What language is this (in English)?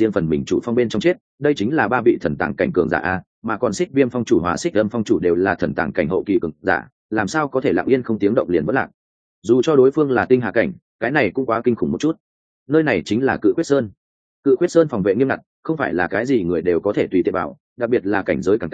Vietnamese